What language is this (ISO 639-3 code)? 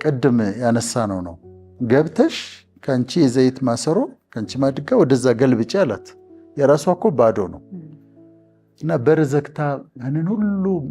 amh